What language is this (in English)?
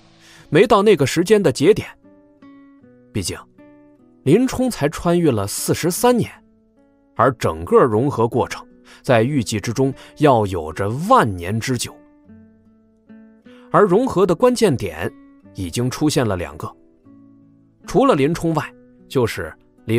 Chinese